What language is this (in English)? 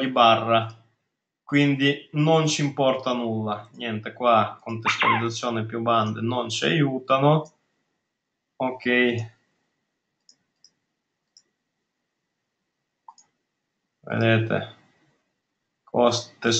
Italian